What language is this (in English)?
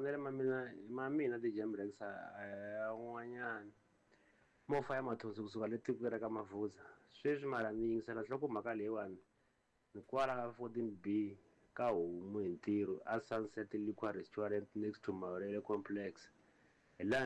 Tsonga